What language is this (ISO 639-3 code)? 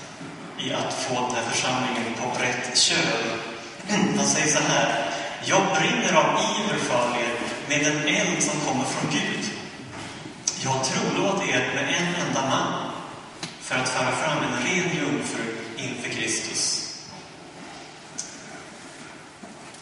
swe